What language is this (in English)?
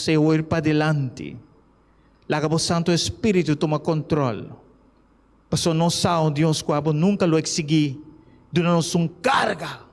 Papiamento